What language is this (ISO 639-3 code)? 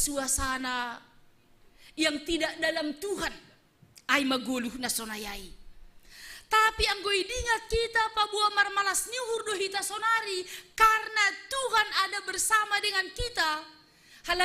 bts